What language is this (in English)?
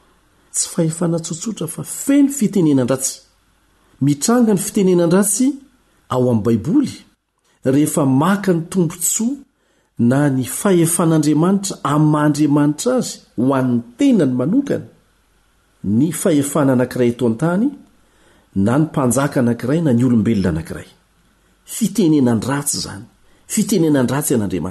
Malagasy